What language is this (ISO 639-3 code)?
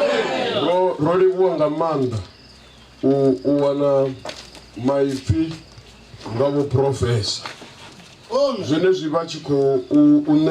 ven